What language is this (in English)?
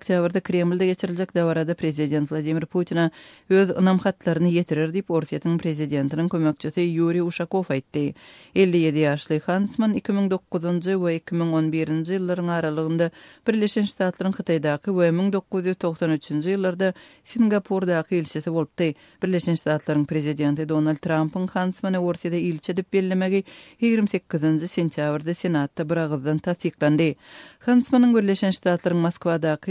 Turkmen